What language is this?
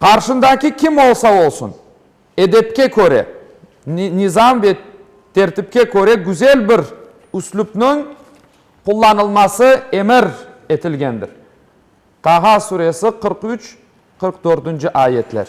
Crimean Tatar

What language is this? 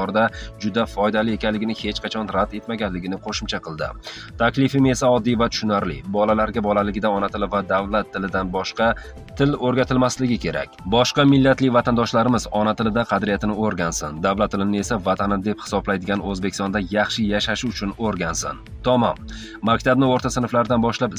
Uzbek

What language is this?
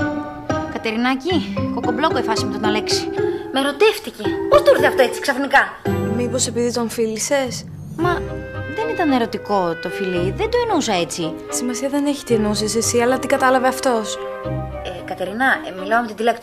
Greek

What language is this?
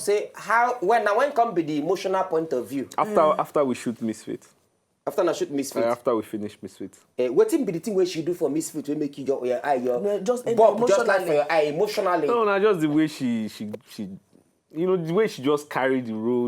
Nigerian Pidgin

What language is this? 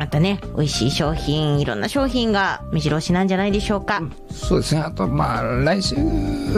Japanese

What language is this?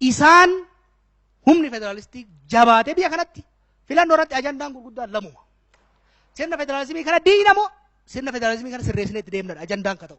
Oromo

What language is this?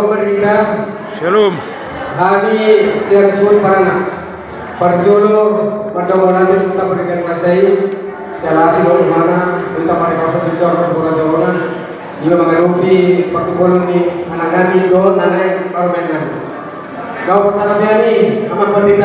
Batak Toba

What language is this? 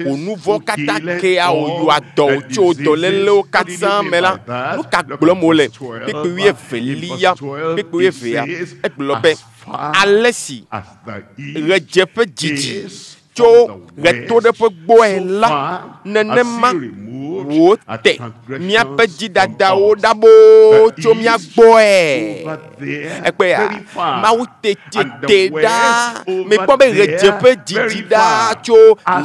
Ewe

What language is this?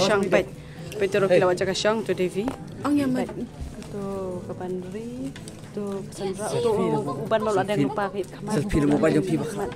Khasi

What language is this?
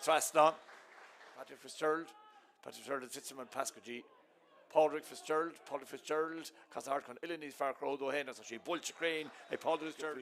Irish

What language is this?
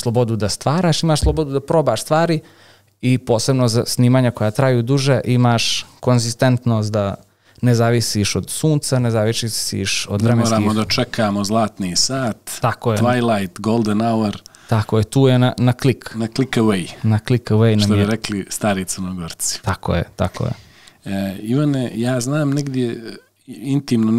Serbian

